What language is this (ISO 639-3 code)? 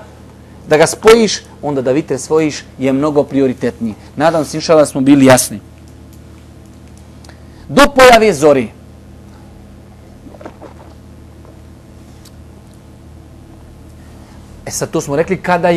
bos